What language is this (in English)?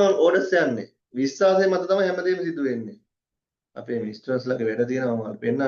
Sinhala